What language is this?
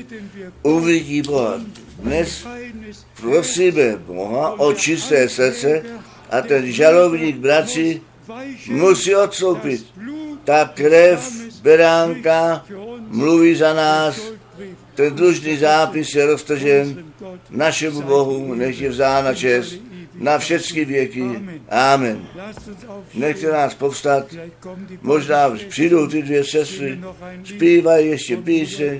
Czech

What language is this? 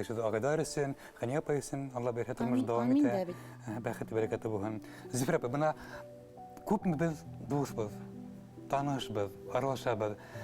Bashkir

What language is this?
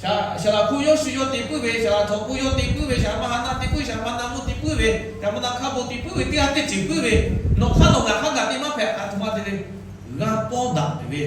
Lahu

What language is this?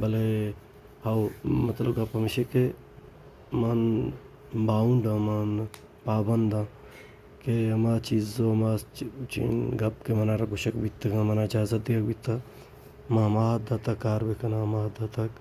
Baluchi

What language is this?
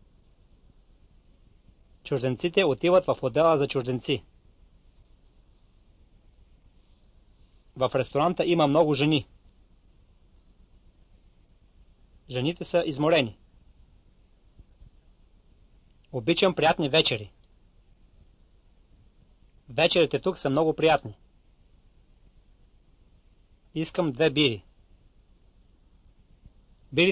Bulgarian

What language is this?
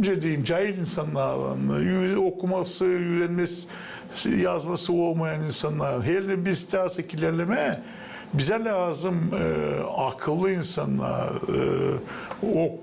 Gagauz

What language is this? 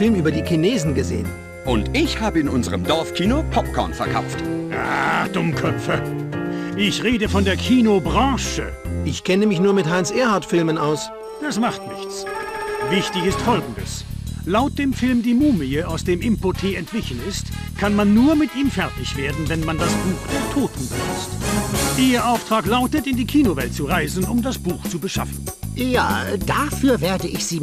Bavarian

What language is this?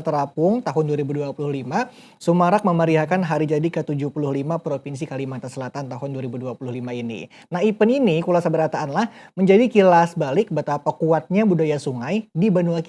Banjar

